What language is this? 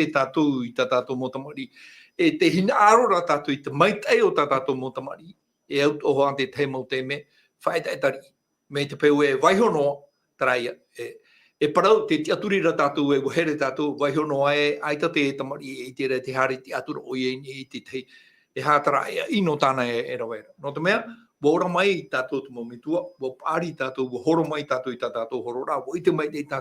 Tahitian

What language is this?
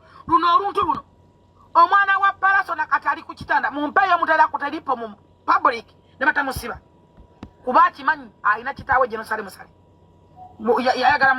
Ganda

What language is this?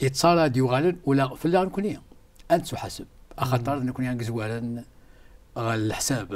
Kabyle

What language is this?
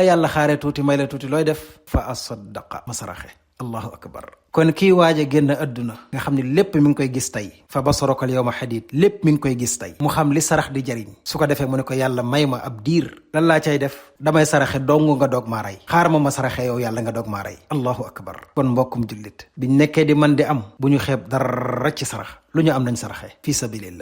Wolof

